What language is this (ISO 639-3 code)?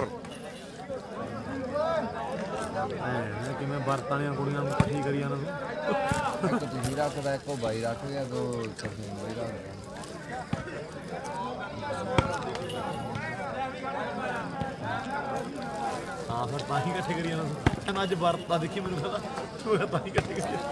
pan